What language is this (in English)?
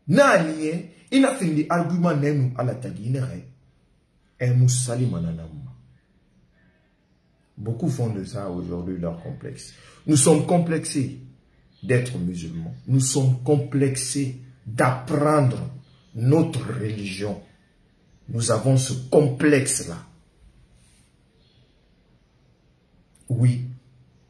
French